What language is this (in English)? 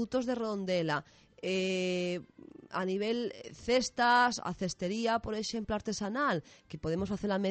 Galician